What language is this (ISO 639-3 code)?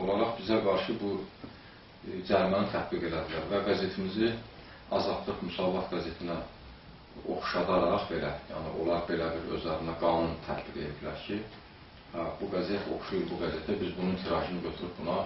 aze